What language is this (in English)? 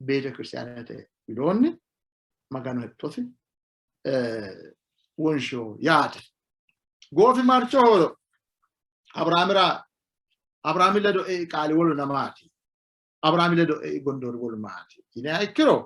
Sidamo